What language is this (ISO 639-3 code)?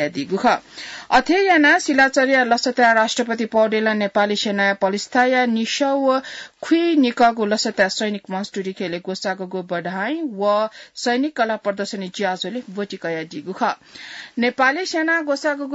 new